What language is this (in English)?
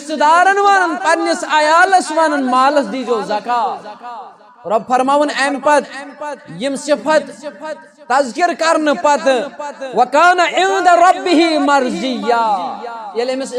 Kashmiri